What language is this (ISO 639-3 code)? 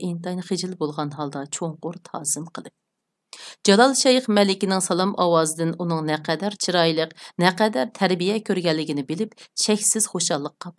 uig